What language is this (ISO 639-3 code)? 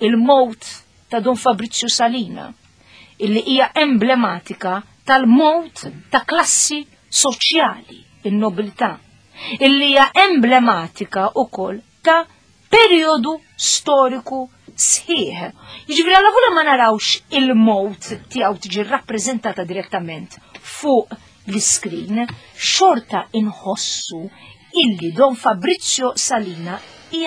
mlt